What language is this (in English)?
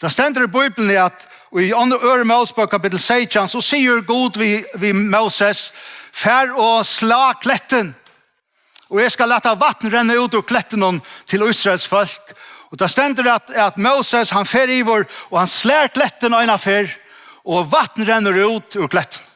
Faroese